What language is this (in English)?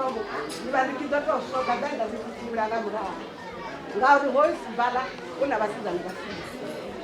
Venda